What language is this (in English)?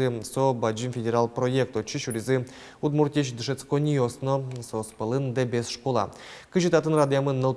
Udmurt